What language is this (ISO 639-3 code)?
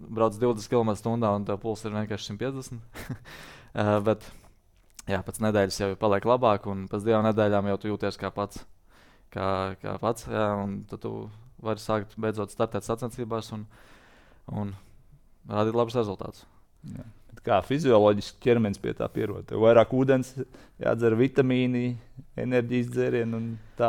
lav